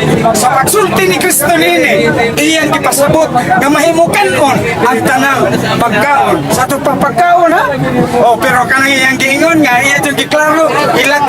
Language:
Cebuano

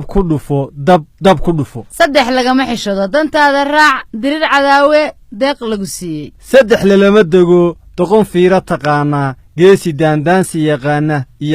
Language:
Somali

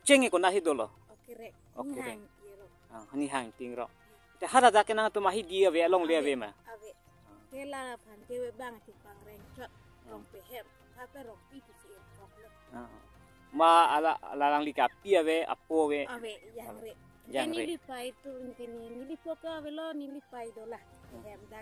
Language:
Karbi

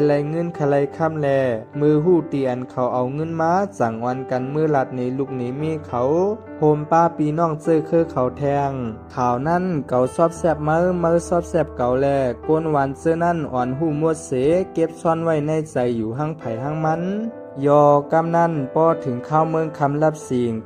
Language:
Shan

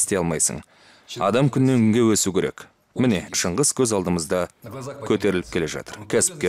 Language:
Kazakh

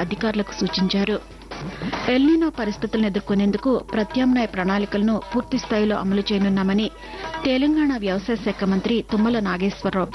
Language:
Telugu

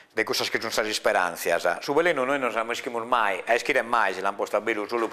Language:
Sardinian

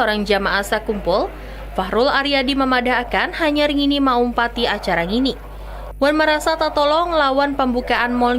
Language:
Banjar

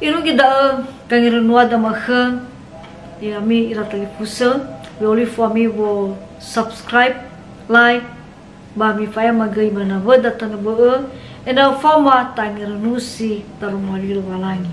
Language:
Nias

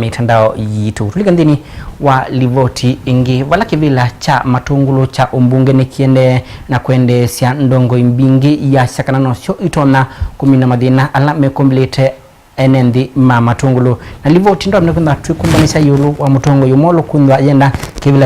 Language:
Kamba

